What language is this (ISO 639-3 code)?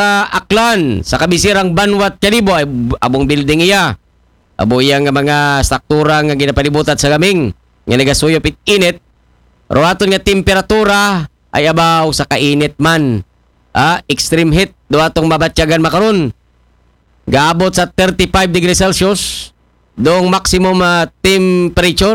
akl